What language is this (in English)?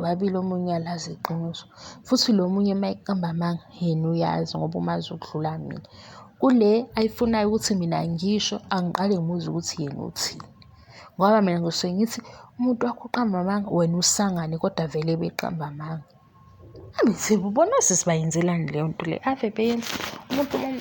Zulu